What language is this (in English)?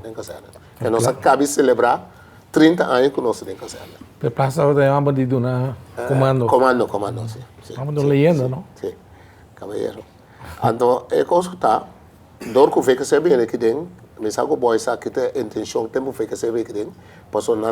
Papiamento